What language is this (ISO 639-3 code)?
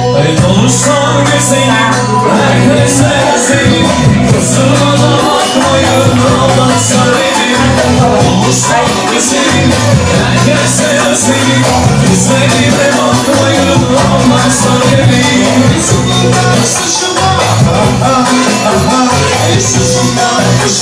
tur